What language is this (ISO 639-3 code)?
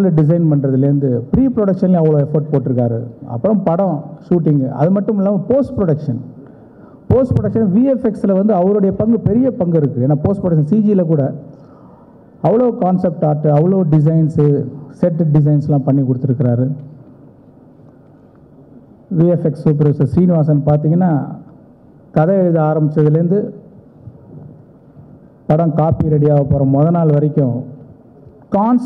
tam